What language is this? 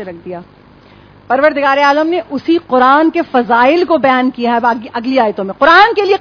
Urdu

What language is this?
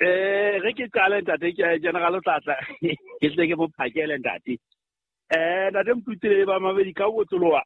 Southern Sotho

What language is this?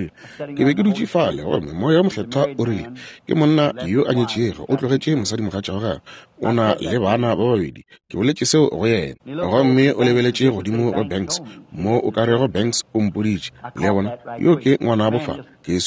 Northern Sotho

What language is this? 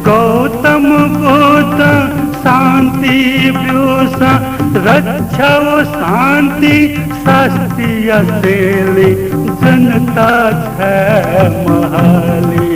Newari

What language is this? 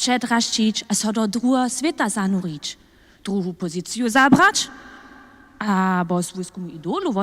Upper Sorbian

